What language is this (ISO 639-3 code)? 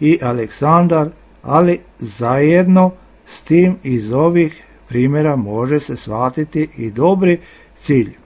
srp